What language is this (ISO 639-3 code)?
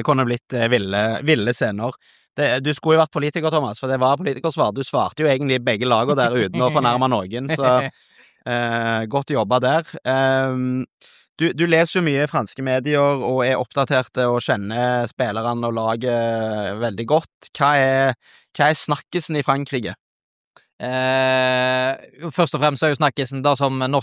nor